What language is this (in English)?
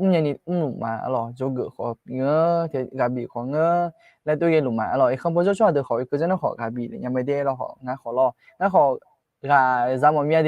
Akha